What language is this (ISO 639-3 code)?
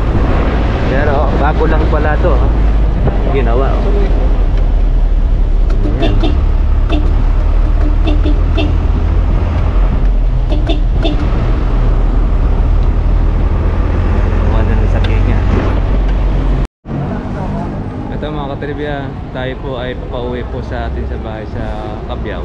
fil